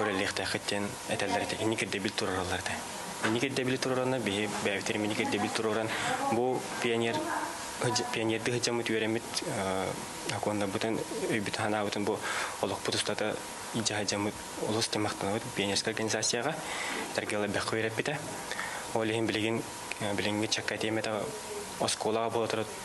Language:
Yakut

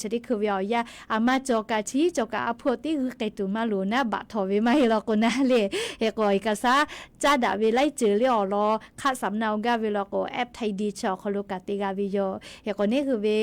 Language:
Lahu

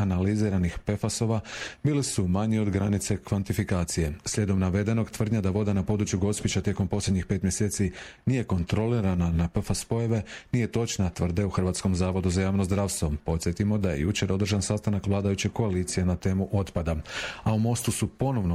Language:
Croatian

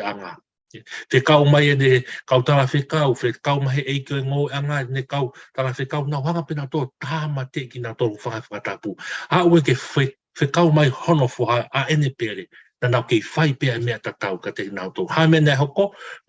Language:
Tongan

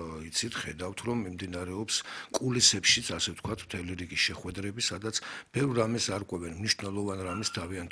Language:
Georgian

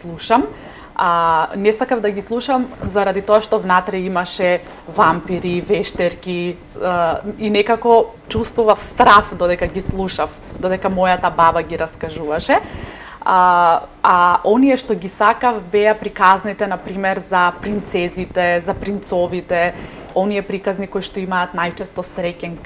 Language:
Macedonian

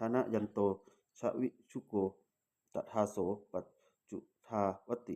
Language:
Pali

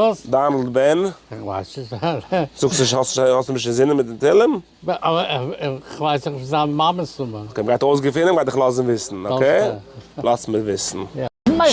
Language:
Yiddish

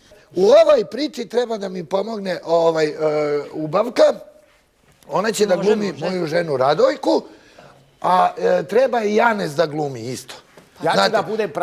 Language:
Serbian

